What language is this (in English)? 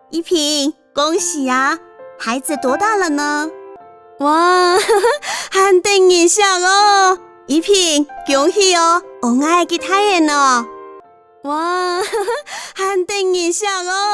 Hakka Chinese